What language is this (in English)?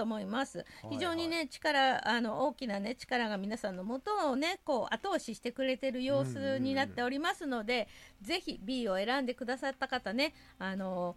Japanese